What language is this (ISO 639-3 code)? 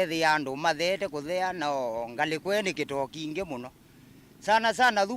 kam